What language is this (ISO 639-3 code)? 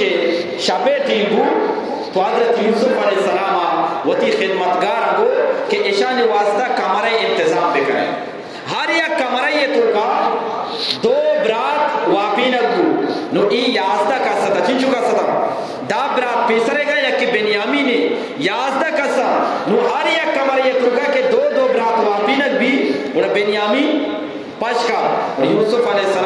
bgp